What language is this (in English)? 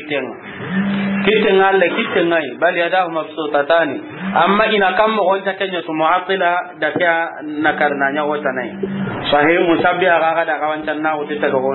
Soninke